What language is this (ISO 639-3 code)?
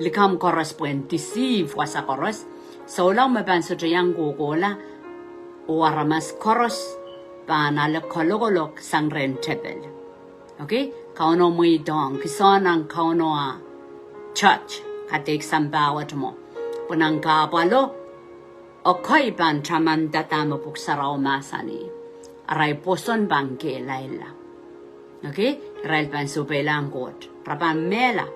pon